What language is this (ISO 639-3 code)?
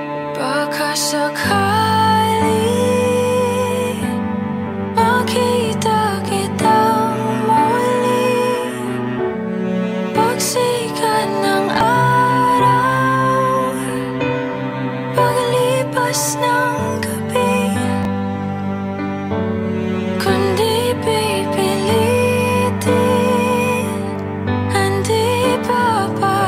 fil